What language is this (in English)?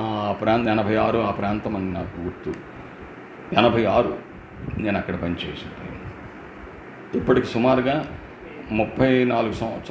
Telugu